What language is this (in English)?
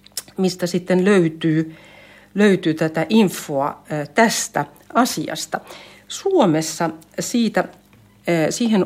Finnish